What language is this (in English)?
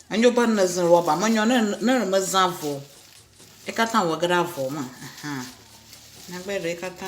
Ewe